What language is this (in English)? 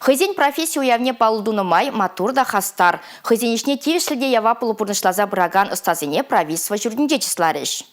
Chuvash